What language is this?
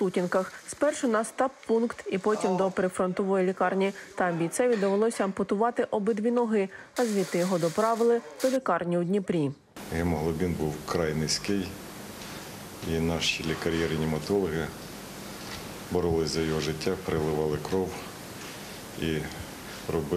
Ukrainian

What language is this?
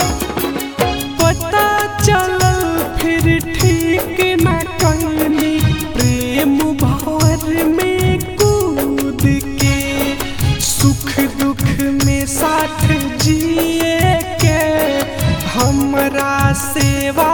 Bhojpuri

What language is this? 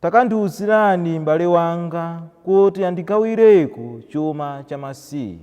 Nyanja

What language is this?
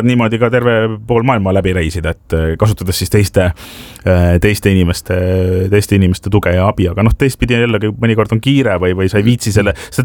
Estonian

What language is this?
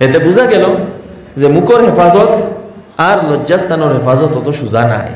Sylheti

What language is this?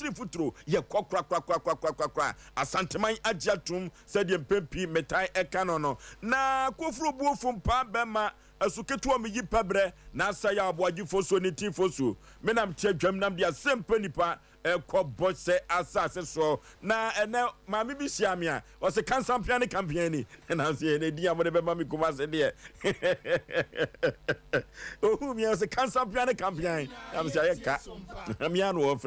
Akan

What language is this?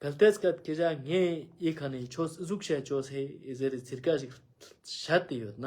Ladakhi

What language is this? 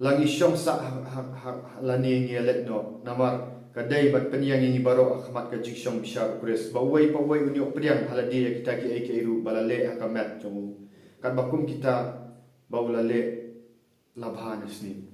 Khasi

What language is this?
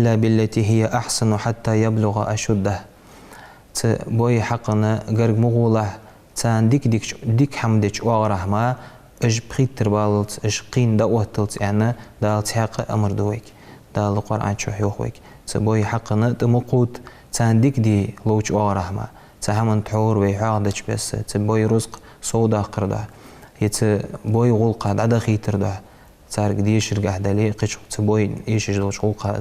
Ingush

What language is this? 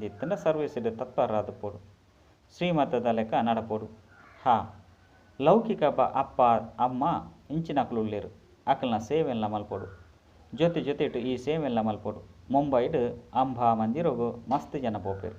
Tulu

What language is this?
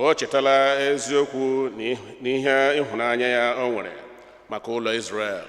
Igbo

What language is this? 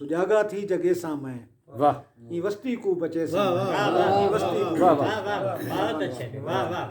Saraiki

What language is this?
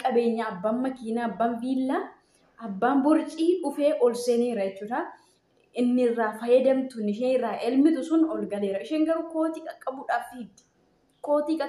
Oromo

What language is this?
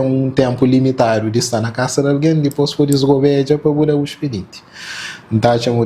Kabuverdianu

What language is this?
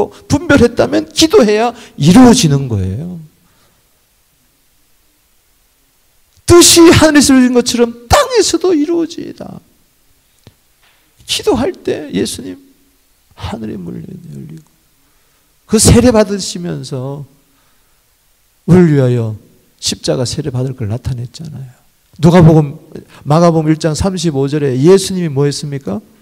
Korean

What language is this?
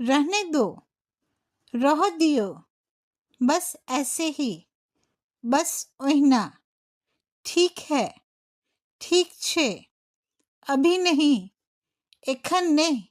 Maithili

